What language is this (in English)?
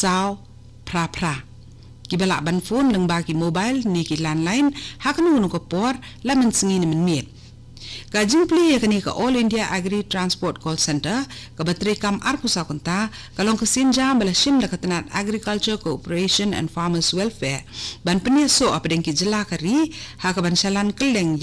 Khasi